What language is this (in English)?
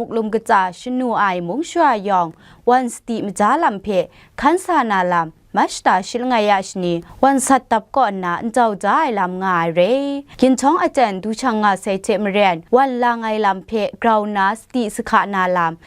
Kachin